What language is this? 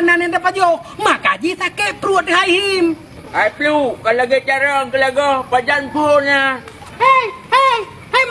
Achinese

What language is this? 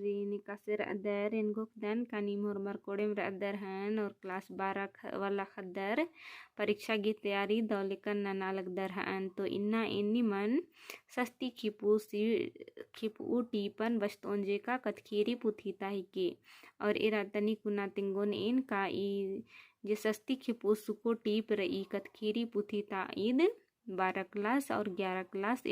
Kurukh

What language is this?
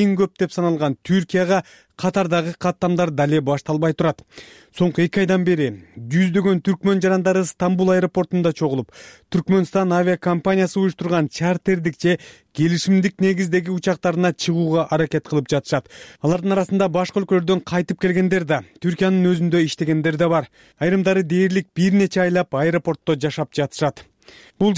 Kyrgyz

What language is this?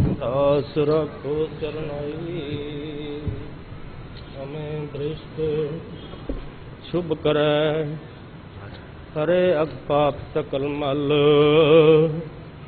Punjabi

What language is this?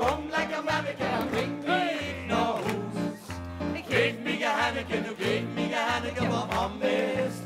Limburgish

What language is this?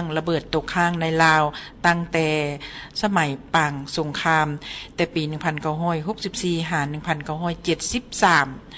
Lao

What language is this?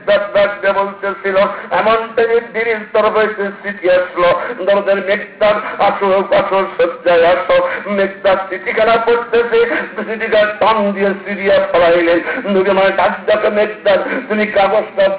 Bangla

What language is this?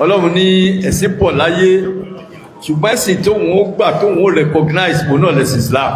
Yoruba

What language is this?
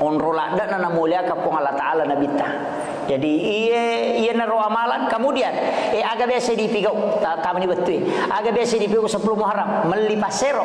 Buginese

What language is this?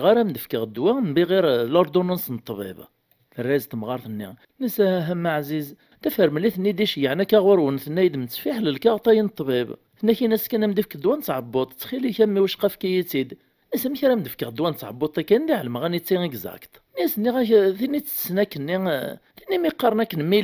Kabyle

